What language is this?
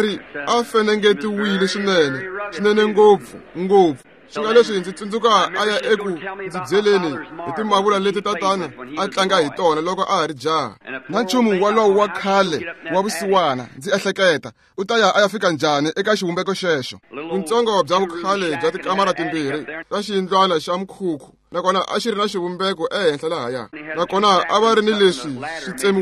Tsonga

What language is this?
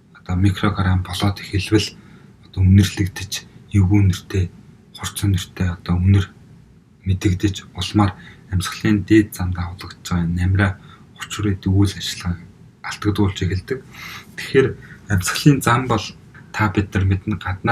Mongolian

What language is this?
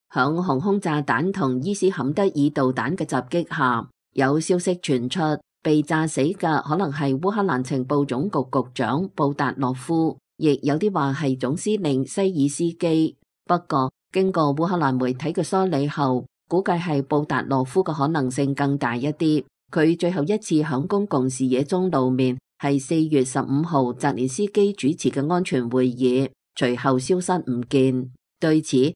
Cantonese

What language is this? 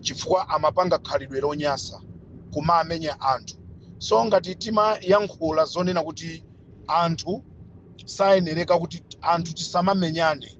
Nyanja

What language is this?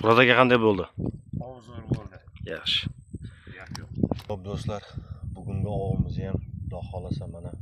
Uzbek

